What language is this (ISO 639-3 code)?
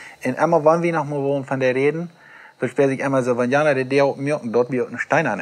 pdt